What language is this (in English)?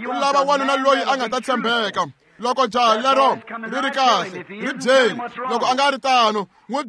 Tsonga